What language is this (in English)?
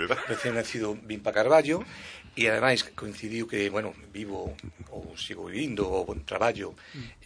Galician